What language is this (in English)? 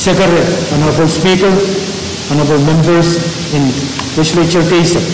Pohnpeian